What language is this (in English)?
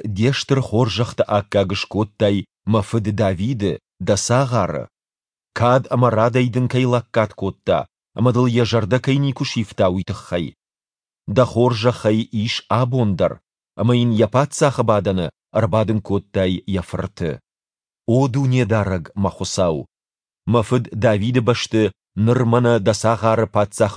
Ossetic